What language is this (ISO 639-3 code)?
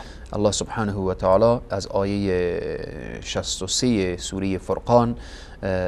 fas